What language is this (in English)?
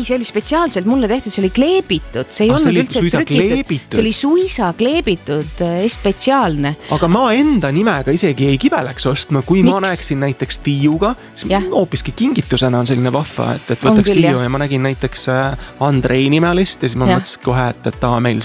Estonian